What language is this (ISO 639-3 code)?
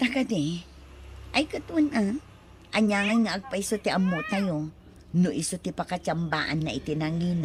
ilo